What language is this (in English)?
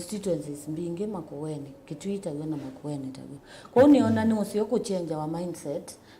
Kamba